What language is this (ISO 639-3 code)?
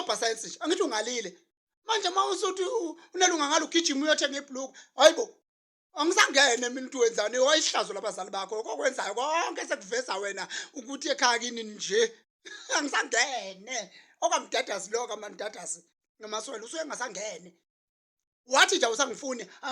zul